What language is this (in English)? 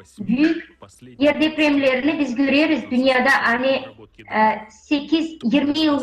Gagauz